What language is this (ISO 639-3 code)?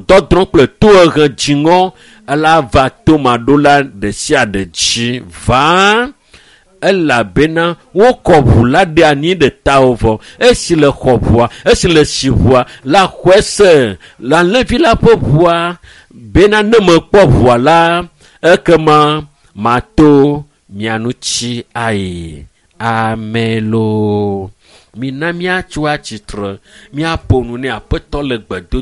ewe